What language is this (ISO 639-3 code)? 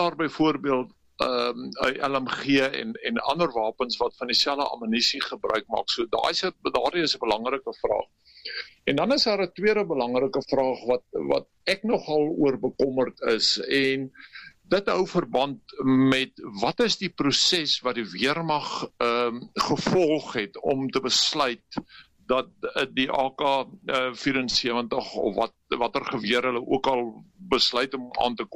afr